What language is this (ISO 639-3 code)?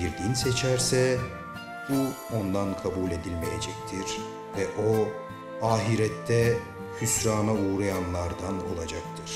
tur